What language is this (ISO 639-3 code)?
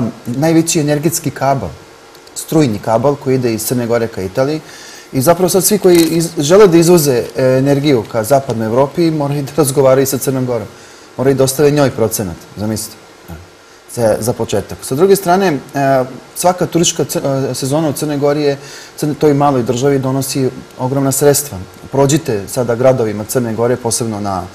srp